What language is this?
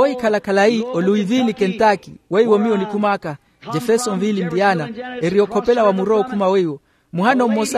Makhuwa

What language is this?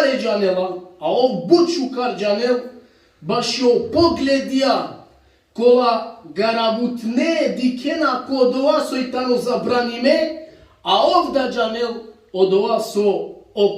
Balkan Romani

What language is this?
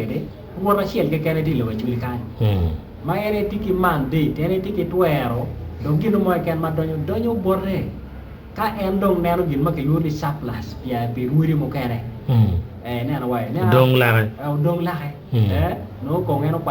Acoli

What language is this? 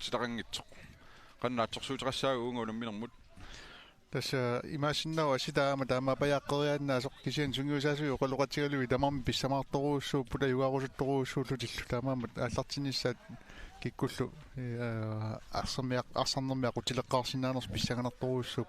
Kalaallisut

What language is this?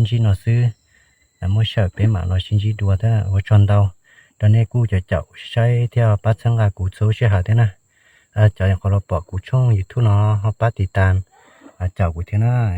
Hmong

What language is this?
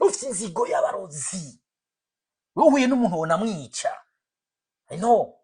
Rundi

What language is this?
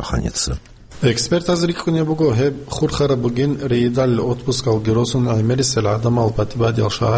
Avaric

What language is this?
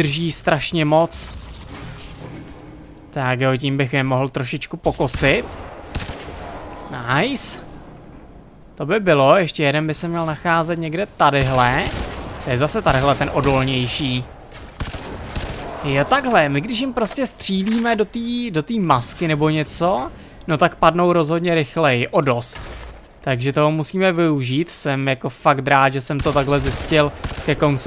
Czech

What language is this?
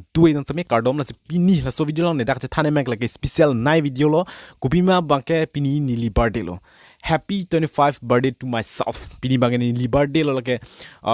Karbi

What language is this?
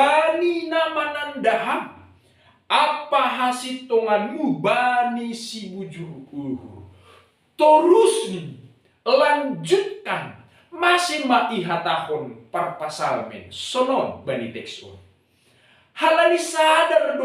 Batak Simalungun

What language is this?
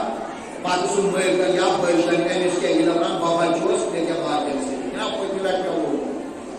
Kashmiri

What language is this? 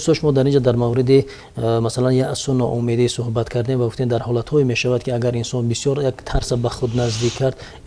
Tajik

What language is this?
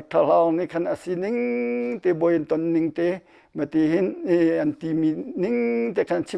Hakha Chin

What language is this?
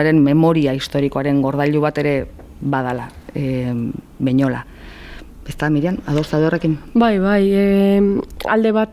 Basque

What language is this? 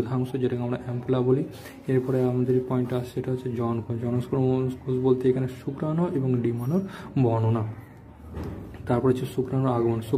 Bangla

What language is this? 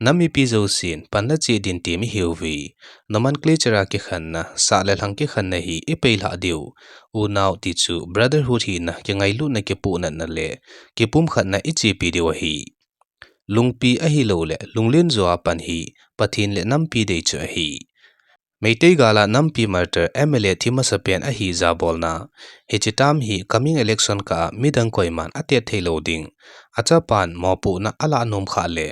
Thado Chin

